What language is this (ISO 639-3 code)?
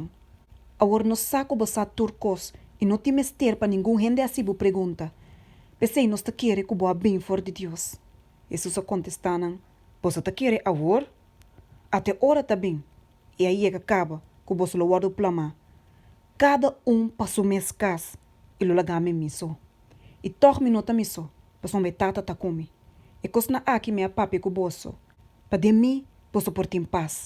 pap